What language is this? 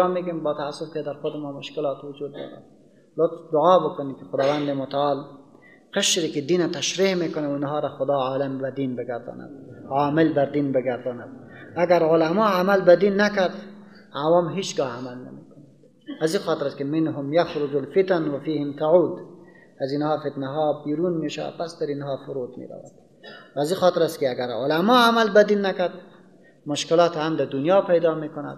Persian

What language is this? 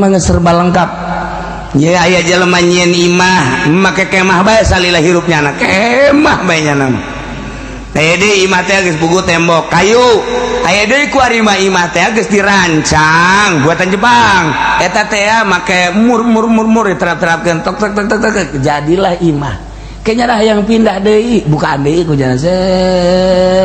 Sundanese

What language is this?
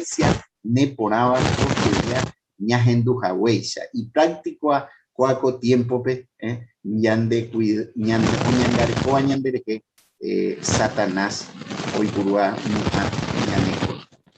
Guarani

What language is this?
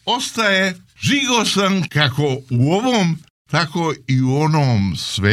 Serbian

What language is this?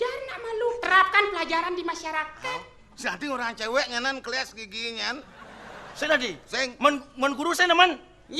Balinese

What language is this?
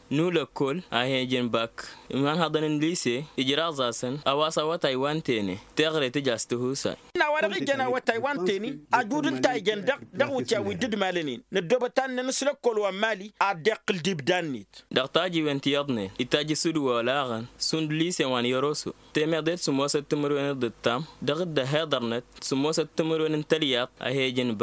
Tamasheq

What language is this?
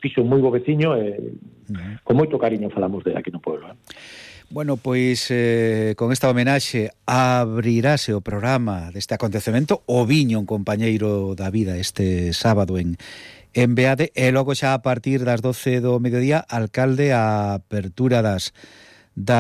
Galician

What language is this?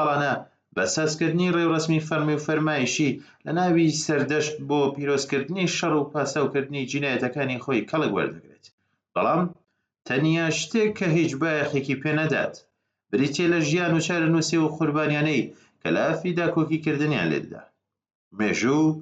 Central Kurdish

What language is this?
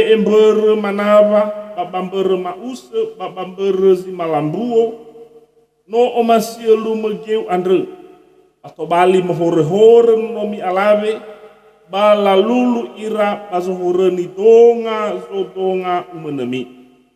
Nias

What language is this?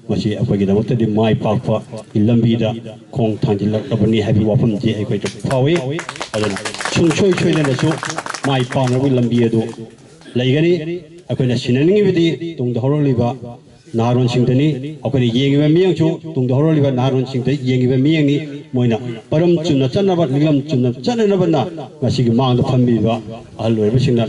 Manipuri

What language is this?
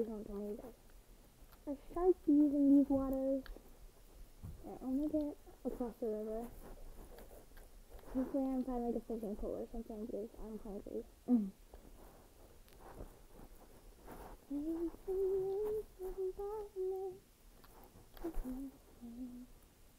English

